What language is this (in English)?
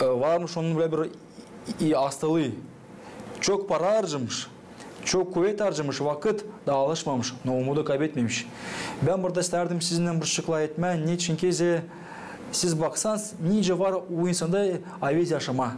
Gagauz